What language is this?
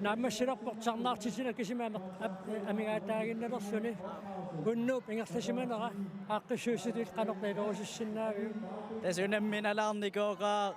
Kalaallisut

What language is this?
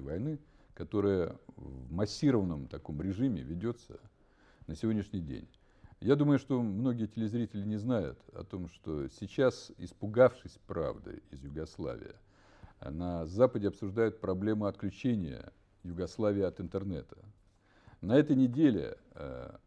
Russian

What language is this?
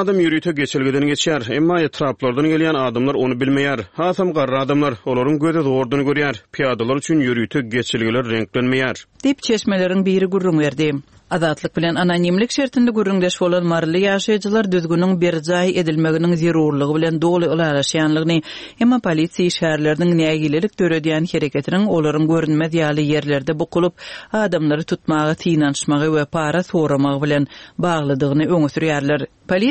Turkmen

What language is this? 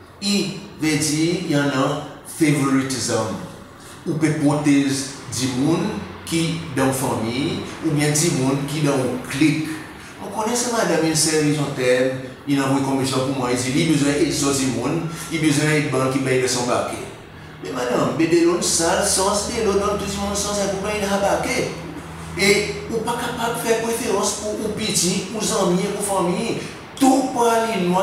Seselwa Creole French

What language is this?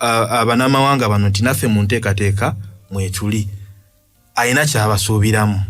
Ganda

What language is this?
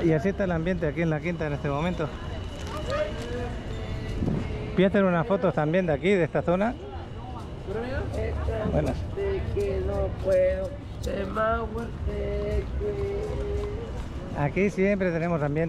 Spanish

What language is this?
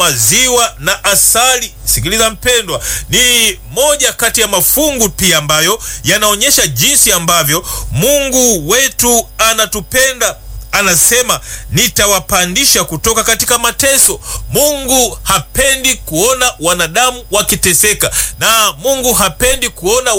Swahili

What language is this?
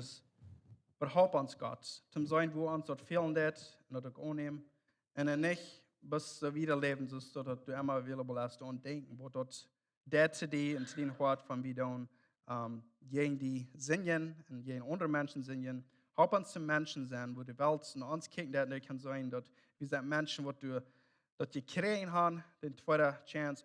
Plautdietsch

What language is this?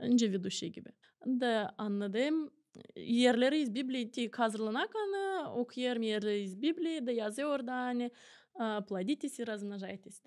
Gagauz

